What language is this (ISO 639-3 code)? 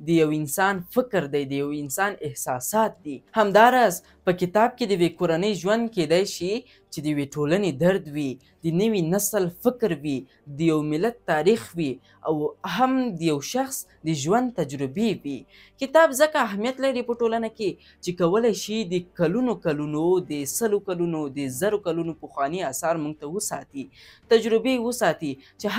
pus